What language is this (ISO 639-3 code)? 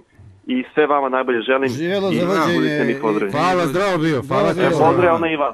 hrv